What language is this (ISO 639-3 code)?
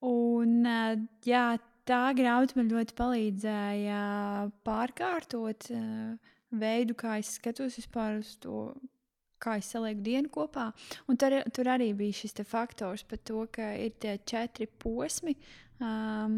lav